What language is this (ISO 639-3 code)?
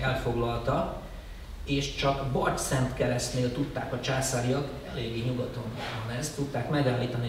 hun